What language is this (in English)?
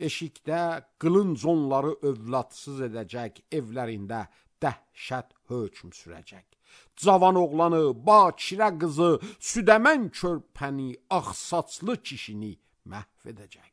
Azerbaijani